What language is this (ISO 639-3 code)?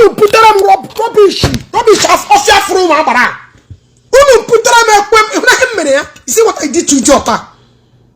ibo